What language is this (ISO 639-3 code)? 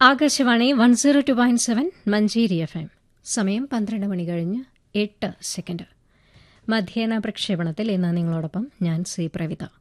mal